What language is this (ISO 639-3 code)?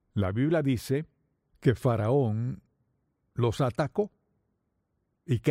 spa